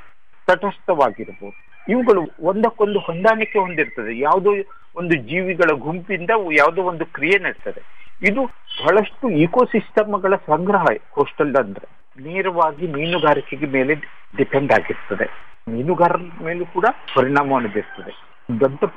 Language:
Kannada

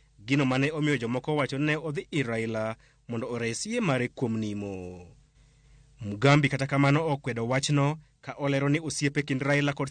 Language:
Luo (Kenya and Tanzania)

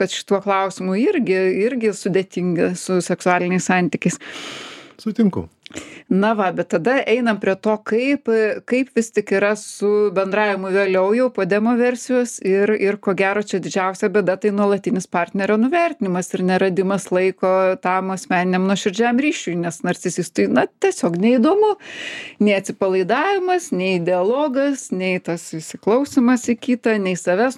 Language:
Lithuanian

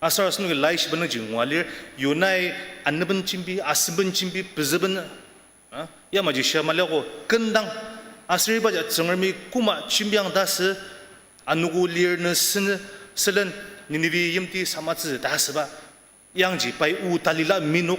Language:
Ao Naga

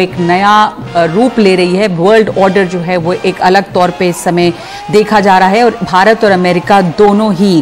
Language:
Hindi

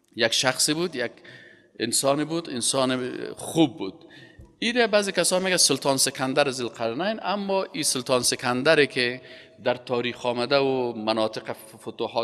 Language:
Persian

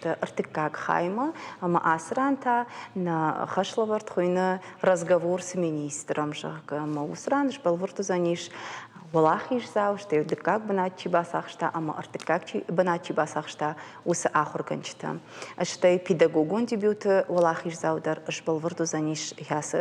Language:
Ossetic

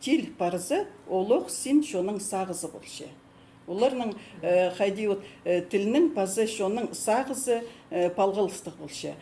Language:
Khakas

